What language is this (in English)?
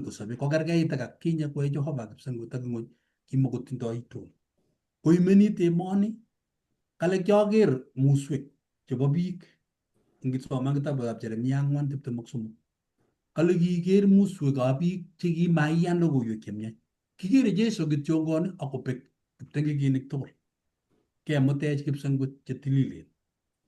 Kalenjin